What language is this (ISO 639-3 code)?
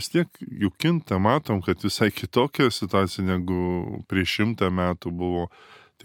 lit